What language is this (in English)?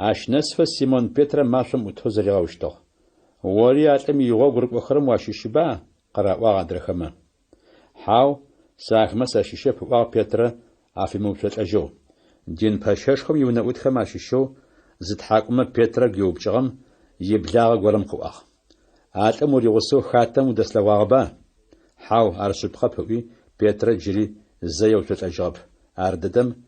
Adyghe